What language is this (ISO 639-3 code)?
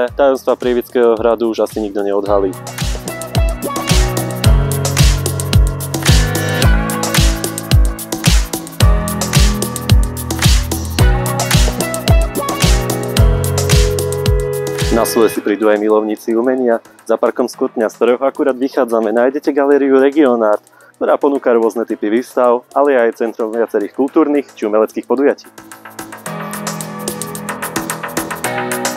slk